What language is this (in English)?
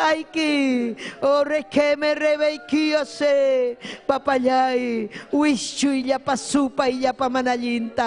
Ayacucho Quechua